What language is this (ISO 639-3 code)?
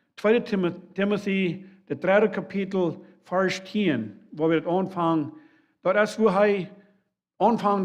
pdt